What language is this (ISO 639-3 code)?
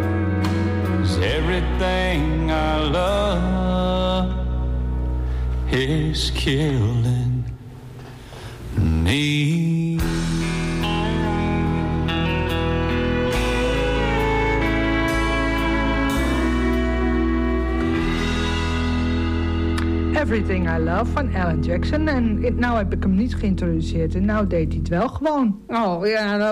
nld